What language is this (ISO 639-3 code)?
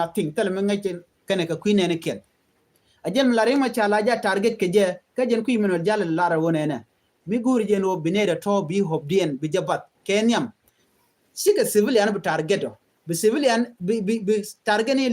nus